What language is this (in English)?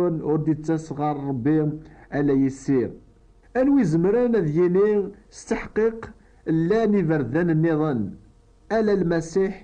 Kabyle